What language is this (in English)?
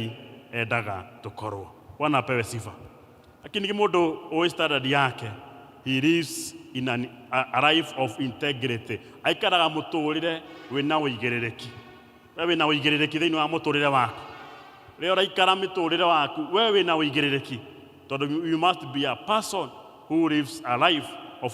Kikuyu